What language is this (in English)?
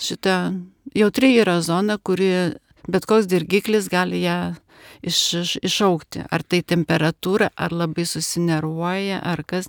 Lithuanian